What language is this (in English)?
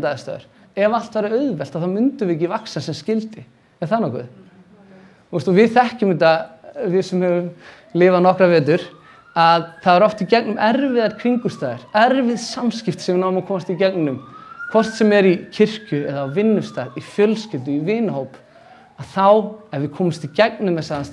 Icelandic